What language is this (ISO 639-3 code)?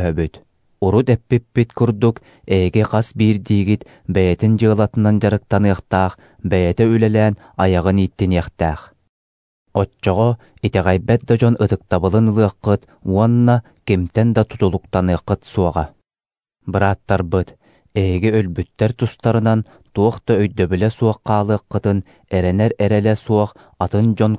sah